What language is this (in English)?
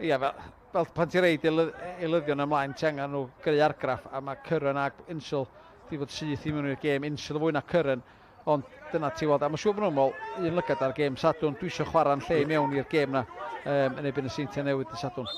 Welsh